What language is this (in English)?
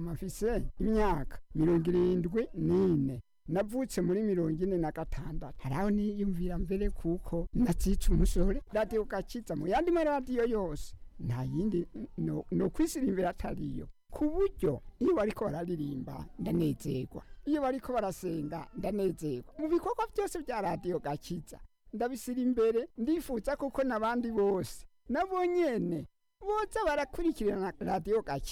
Rundi